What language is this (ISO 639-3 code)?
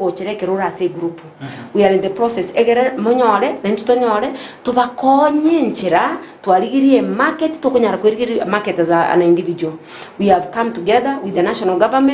guz